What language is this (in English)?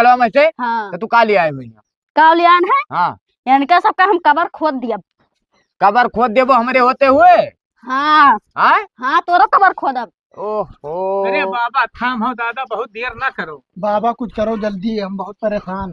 Awadhi